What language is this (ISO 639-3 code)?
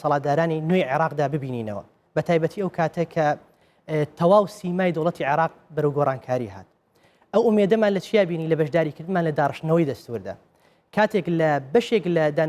ckb